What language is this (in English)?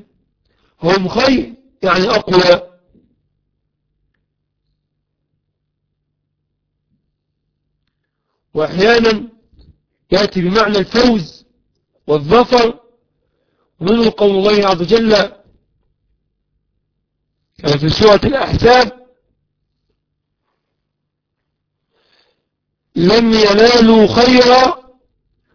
Arabic